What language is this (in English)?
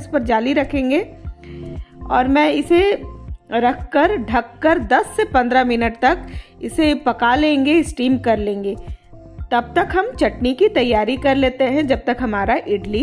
Hindi